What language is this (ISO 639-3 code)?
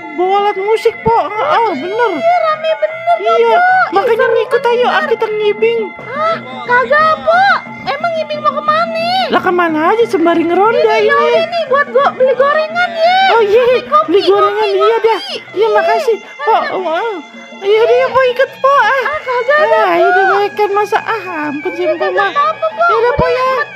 bew